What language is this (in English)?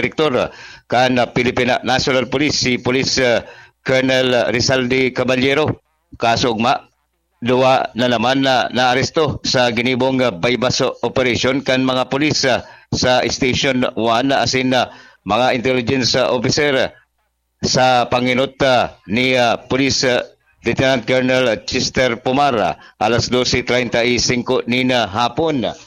Bikol